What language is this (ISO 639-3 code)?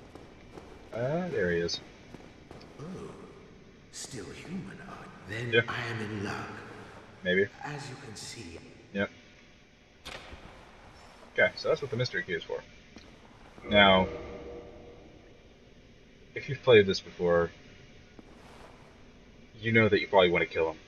eng